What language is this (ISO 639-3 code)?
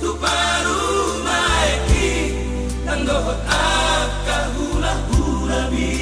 bbc